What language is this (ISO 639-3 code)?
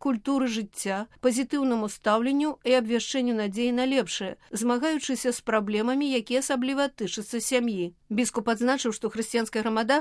bel